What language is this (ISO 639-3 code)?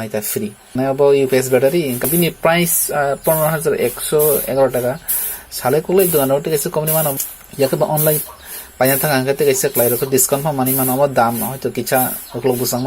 trp